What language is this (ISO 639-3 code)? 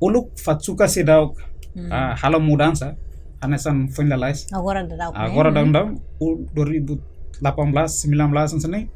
tet